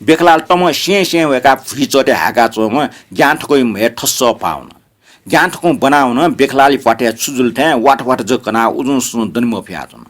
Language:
Newari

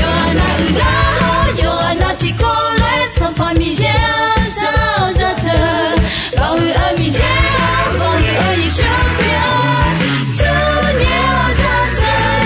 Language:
Akha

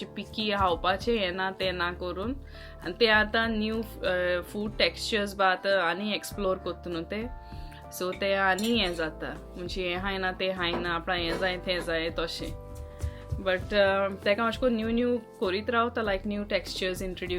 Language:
Konkani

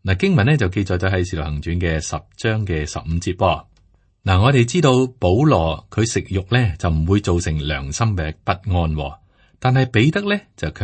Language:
Cantonese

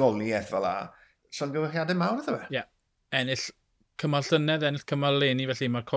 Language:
Welsh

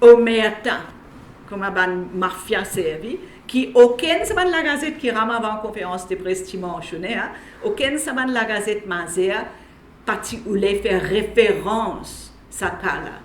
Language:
Morisyen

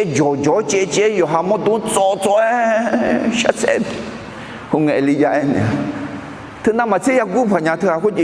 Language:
Akha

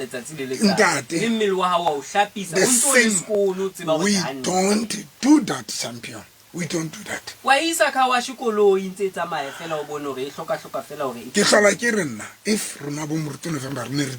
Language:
Southern Sotho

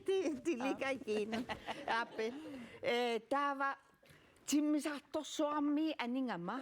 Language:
Kalaallisut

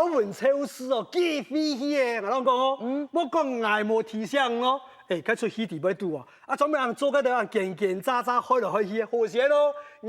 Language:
Hakka Chinese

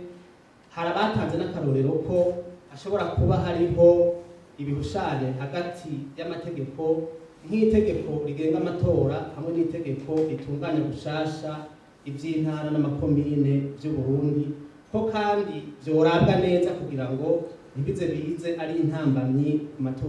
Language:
Rundi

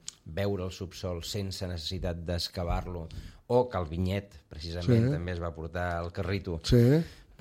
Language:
Catalan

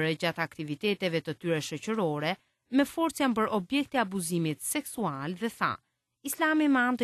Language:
Albanian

